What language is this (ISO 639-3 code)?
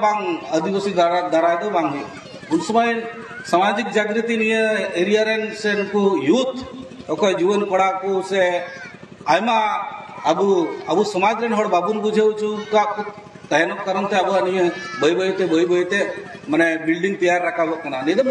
sat